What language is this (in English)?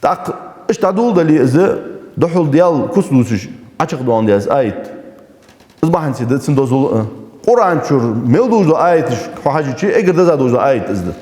Ingush